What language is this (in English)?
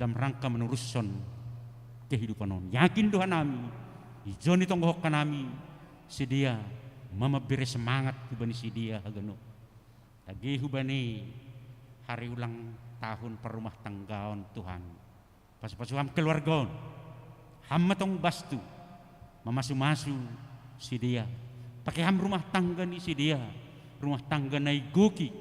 Batak Simalungun